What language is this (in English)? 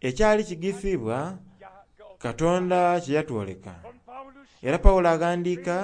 Soga